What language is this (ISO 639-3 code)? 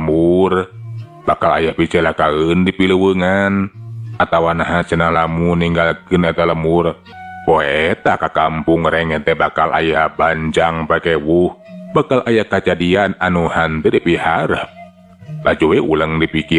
sun